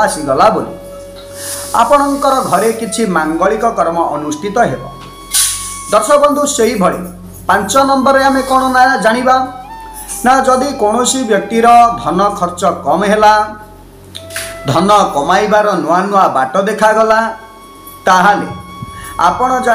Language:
Odia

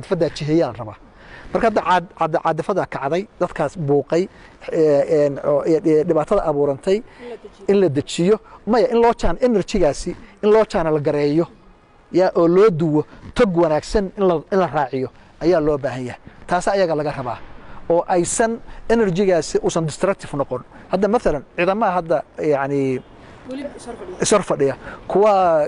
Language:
Somali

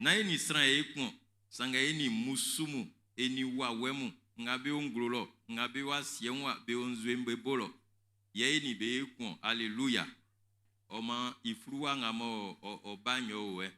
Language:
Baoulé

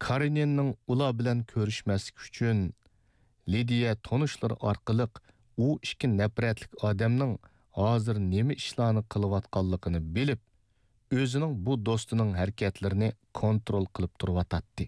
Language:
Uyghur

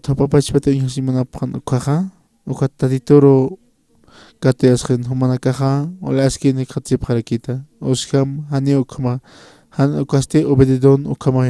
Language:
Aymara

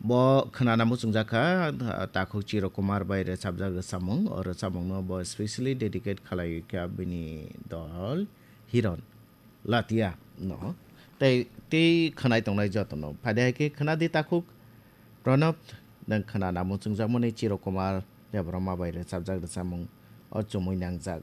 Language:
Kok Borok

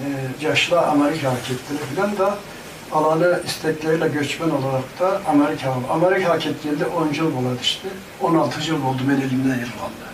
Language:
Karachay-Balkar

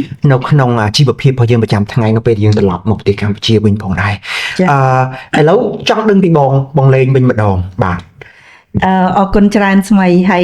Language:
Khmer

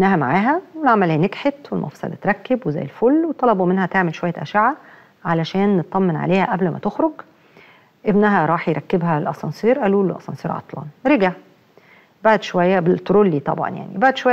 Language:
Egyptian Arabic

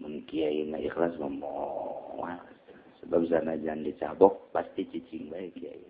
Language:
Sundanese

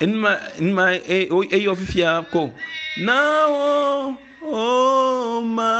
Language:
Ewe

